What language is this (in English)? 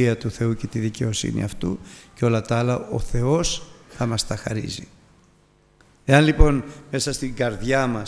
Greek